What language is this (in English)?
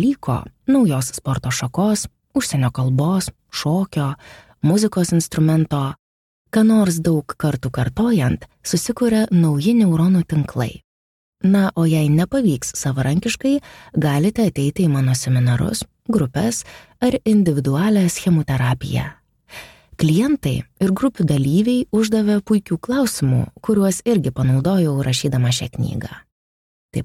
Lithuanian